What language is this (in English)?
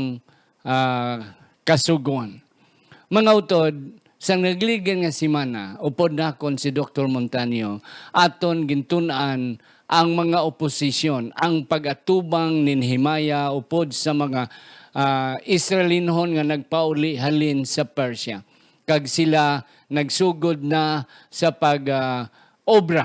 Hiligaynon